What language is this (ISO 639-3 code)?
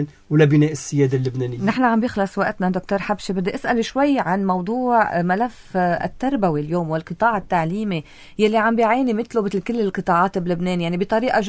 apc